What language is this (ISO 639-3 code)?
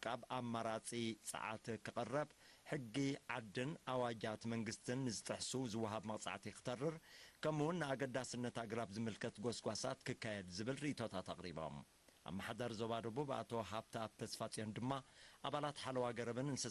tir